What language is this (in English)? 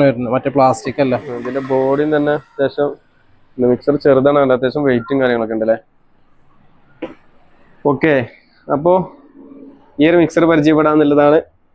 Malayalam